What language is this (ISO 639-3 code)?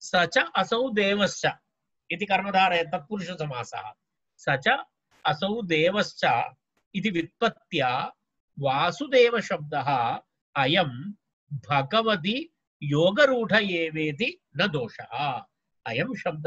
san